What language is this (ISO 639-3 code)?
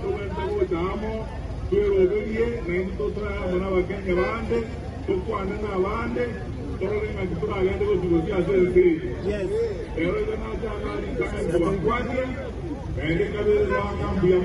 guz